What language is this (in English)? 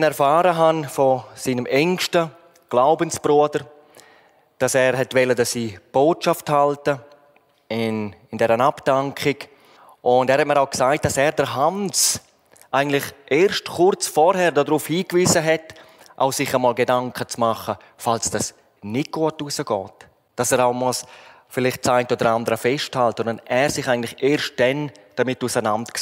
Swiss German